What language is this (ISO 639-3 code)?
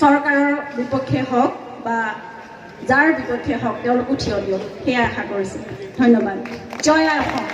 asm